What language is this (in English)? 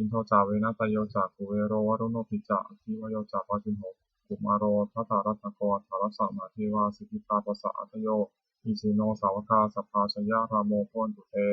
Pali